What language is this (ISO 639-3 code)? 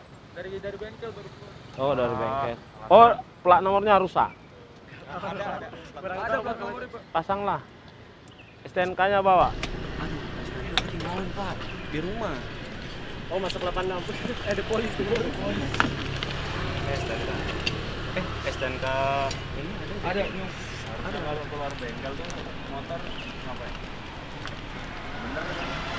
ind